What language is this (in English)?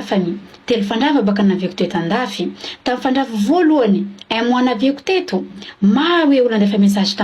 Malagasy